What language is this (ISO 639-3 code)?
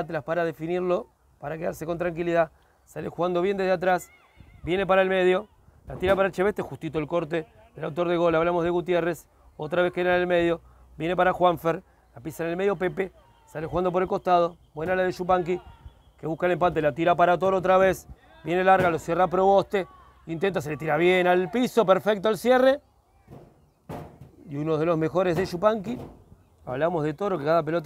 spa